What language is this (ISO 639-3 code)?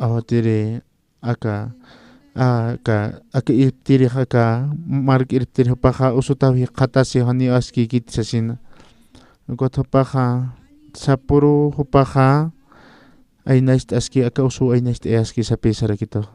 aym